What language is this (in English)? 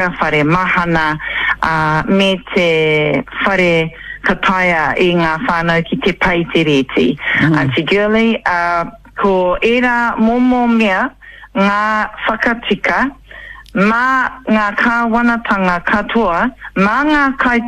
Māori